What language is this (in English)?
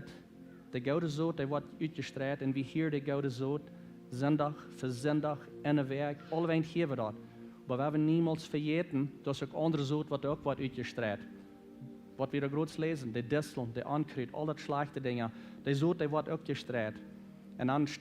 Plautdietsch